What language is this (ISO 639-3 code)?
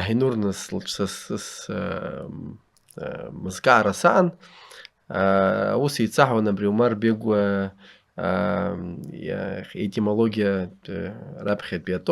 abk